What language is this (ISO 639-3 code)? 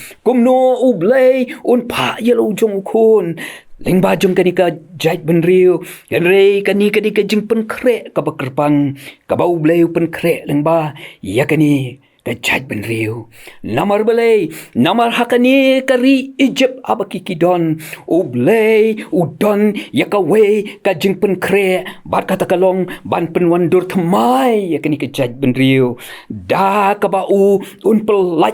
kha